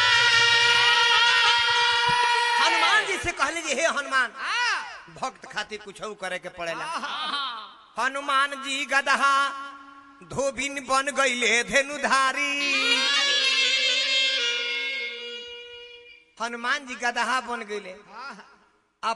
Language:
Bhojpuri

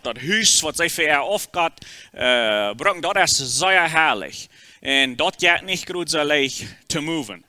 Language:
Plautdietsch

